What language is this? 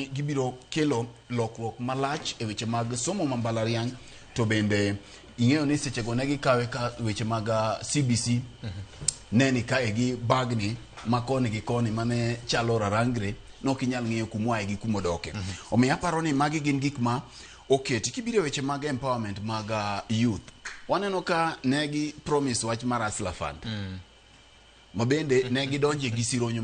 Luo (Kenya and Tanzania)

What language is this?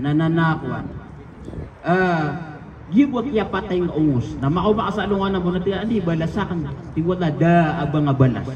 Maranao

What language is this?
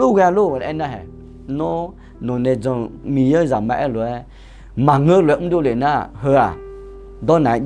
Akha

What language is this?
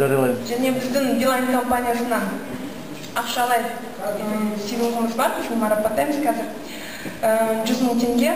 Kazakh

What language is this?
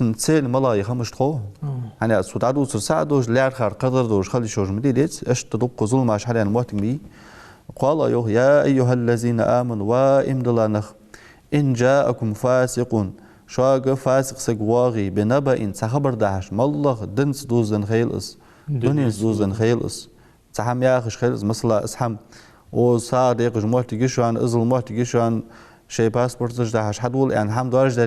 Ingush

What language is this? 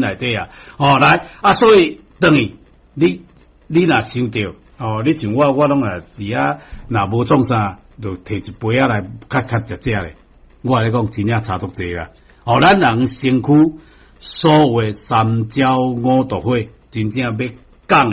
Min Nan Chinese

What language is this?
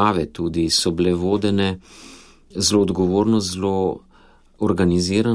Slovenian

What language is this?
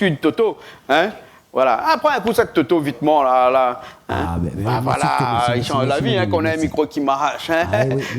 Réunion Creole French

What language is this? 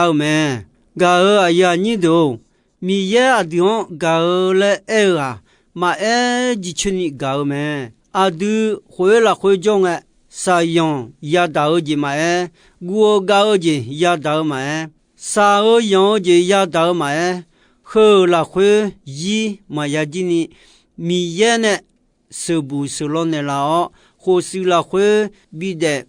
Akha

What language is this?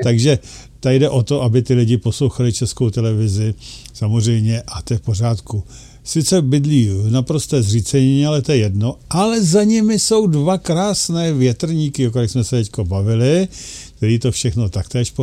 Czech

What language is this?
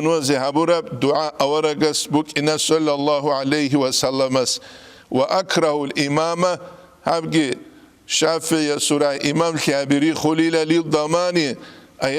Avaric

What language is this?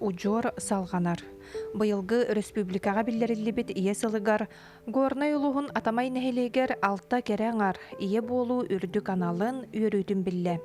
Yakut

